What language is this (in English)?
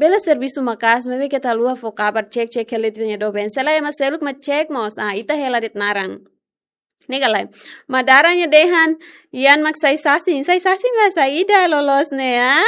Tetum